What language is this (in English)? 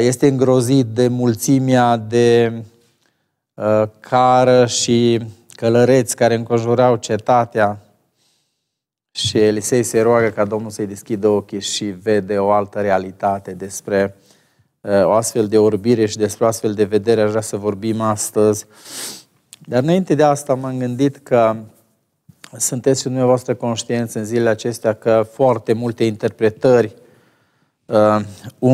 Romanian